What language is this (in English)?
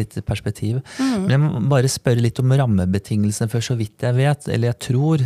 Norwegian